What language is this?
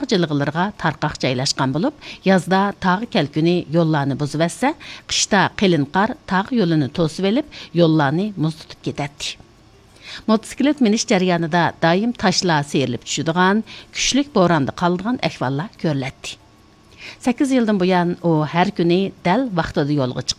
Uyghur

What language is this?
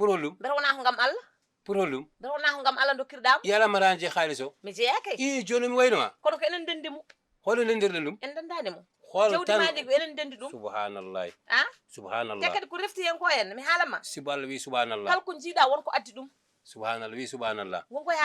Fula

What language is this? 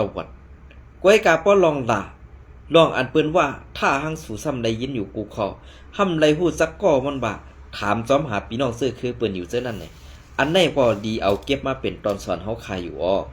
Shan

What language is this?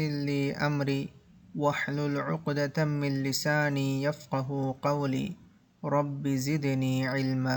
Divehi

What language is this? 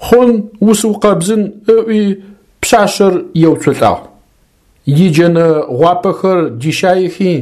Adyghe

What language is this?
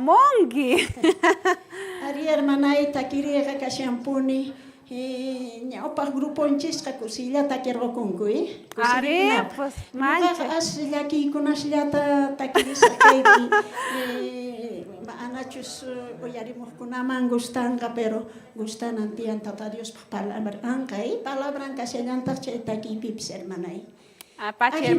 South Bolivian Quechua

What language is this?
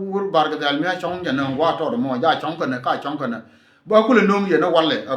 Nuer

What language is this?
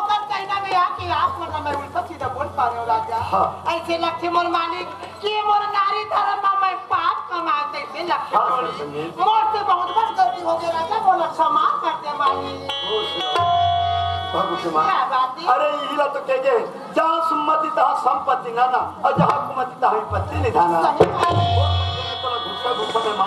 Chhattisgarhi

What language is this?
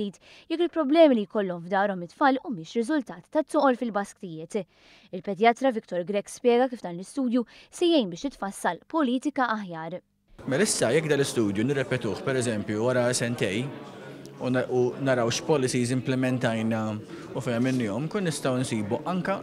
Maltese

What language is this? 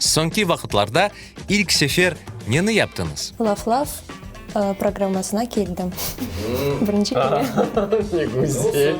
Crimean Tatar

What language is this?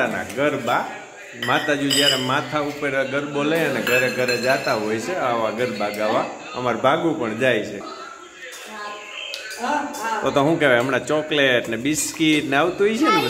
Gujarati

